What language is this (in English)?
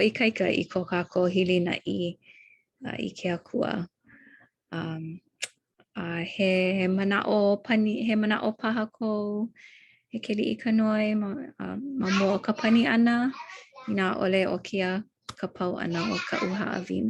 Hawaiian